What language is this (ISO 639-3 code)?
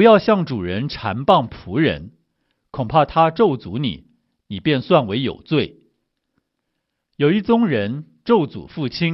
zho